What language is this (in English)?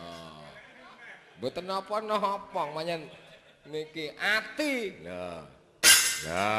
Javanese